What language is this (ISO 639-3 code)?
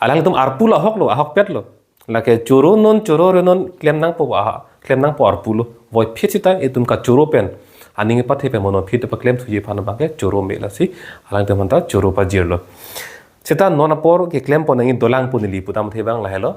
mjw